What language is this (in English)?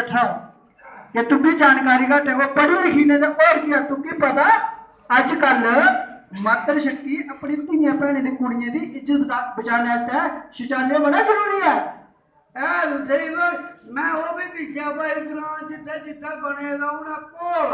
Dogri